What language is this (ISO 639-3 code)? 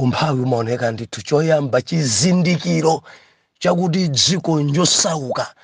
nya